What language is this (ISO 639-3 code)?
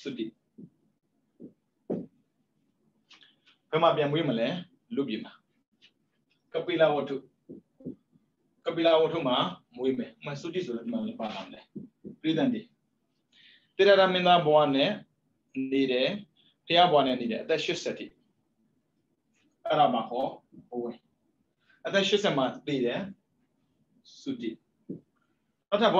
mya